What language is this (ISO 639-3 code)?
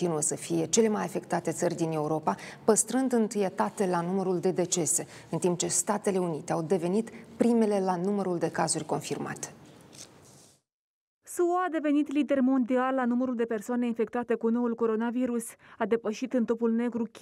ron